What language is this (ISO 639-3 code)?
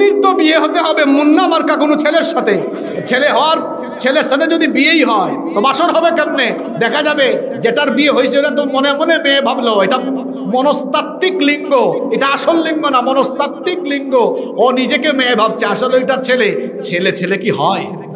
ben